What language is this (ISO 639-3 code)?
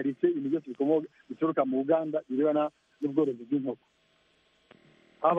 kin